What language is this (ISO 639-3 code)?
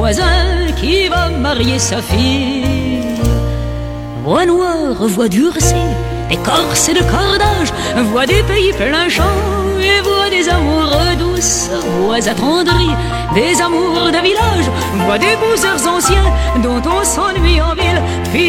fra